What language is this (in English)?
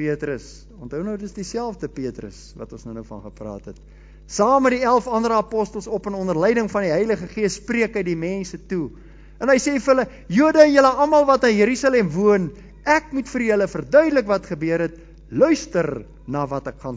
Afrikaans